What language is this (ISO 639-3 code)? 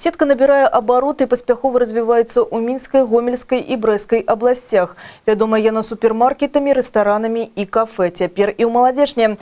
bel